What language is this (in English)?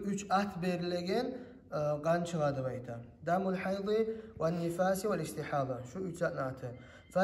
Kumyk